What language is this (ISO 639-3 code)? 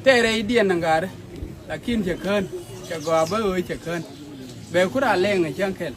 nus